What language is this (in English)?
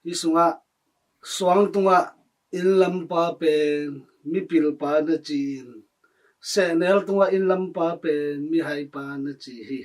Tedim Chin